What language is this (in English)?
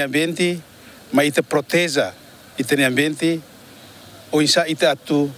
Tetum